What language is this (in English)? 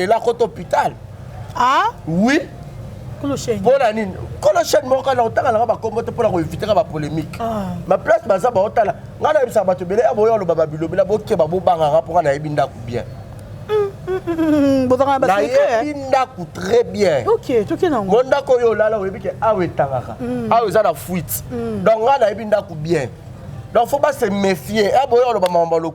Lingala